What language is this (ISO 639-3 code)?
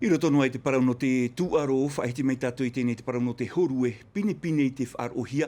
tah